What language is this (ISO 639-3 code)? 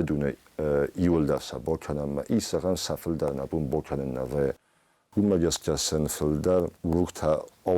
oss